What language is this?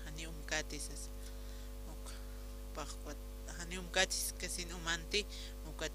Aymara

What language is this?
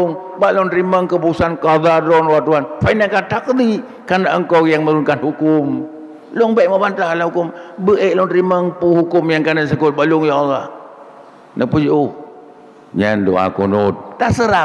Achinese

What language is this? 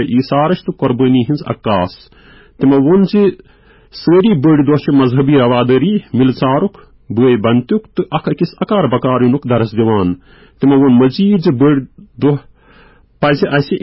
Kashmiri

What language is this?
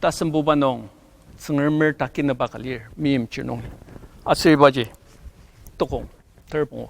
Ao Naga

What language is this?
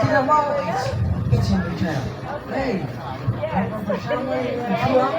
Banjar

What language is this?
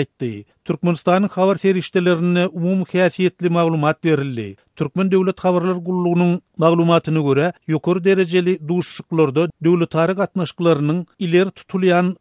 Turkmen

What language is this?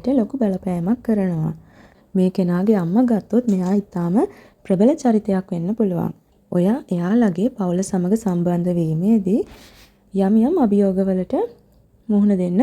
Sinhala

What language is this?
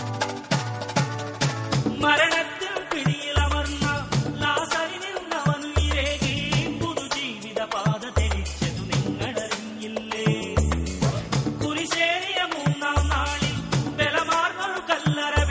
Malayalam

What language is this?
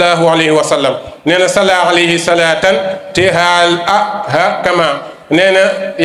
Wolof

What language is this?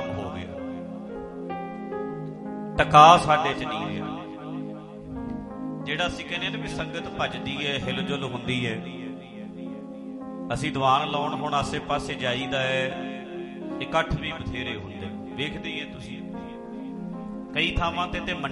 Punjabi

